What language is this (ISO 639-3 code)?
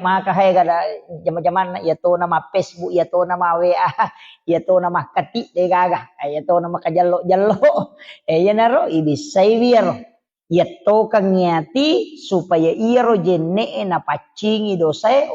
bug